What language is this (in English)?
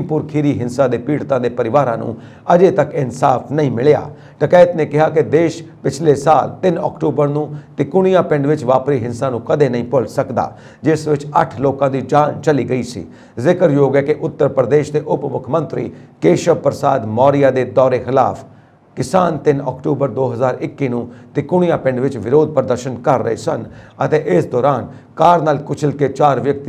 Punjabi